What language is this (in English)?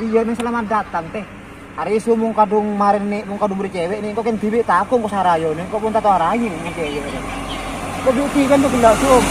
Madurese